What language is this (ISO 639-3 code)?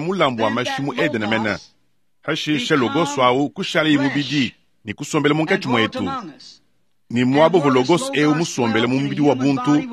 lua